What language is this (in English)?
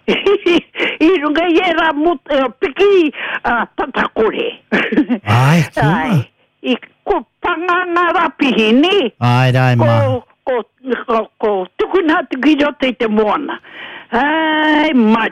Māori